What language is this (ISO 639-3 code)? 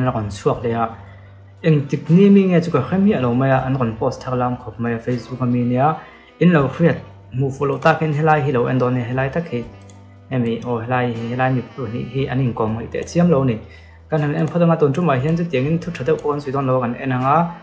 lus